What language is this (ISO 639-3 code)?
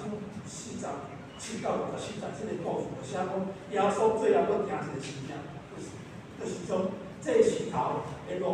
nan